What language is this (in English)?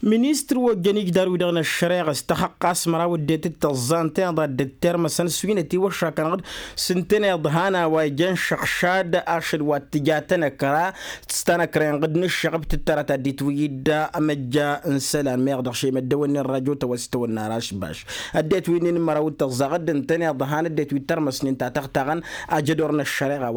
Tamasheq